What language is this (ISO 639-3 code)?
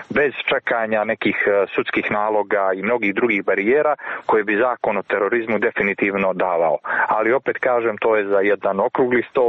hrv